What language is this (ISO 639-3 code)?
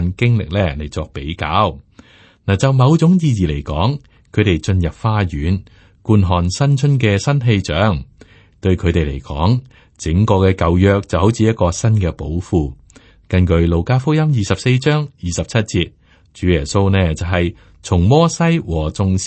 yue